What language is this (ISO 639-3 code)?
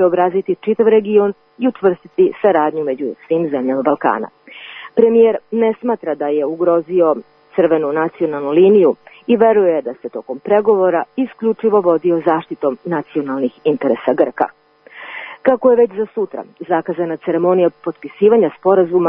srp